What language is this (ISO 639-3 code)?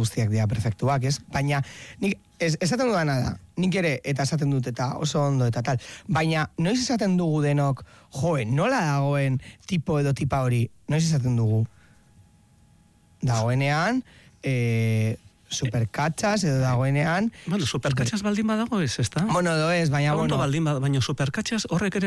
eus